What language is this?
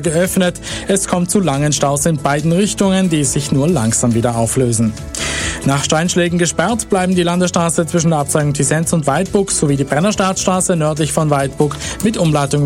German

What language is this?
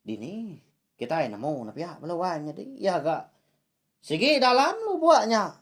Iban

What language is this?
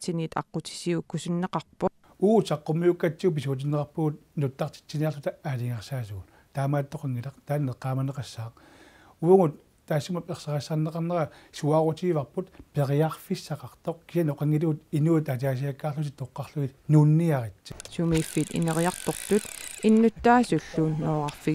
Kalaallisut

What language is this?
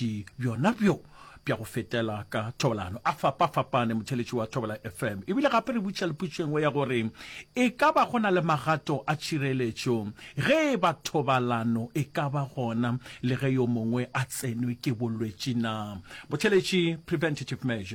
Northern Sotho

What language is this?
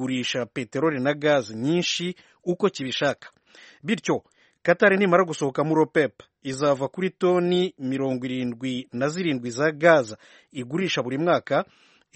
Kinyarwanda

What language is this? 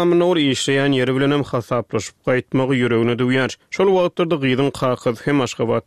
Turkmen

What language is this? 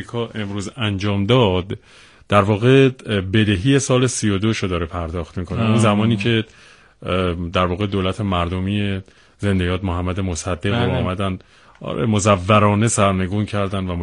Persian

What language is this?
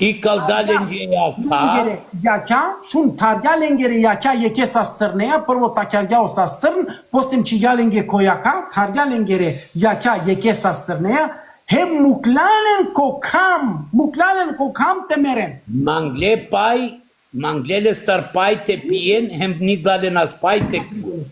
Balkan Romani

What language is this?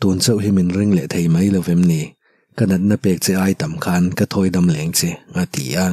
Mizo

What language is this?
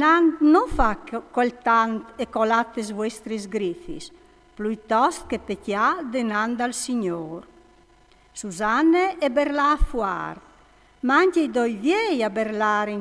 Friulian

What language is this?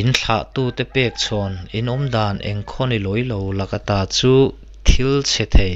Mizo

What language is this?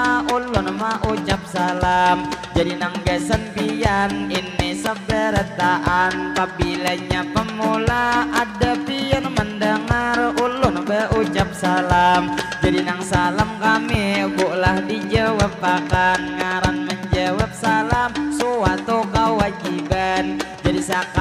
Banjar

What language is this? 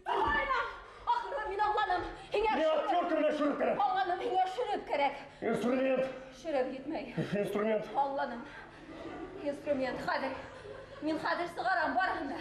Bashkir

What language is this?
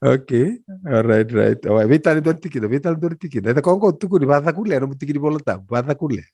Fijian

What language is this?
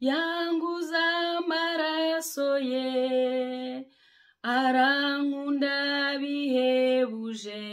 Kinyarwanda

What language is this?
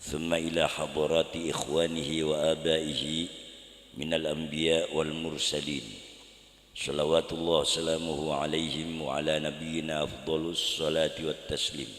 Madurese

